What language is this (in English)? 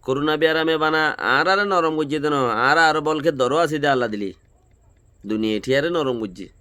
Rohingya